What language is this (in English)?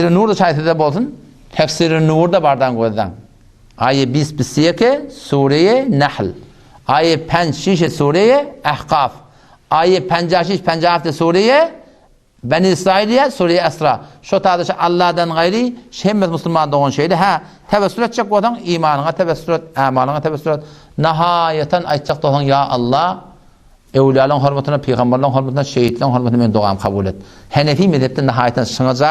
Turkmen